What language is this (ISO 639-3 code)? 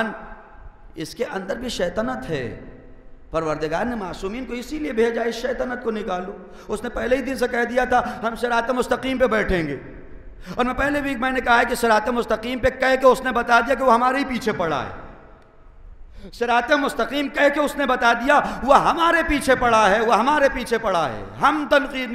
urd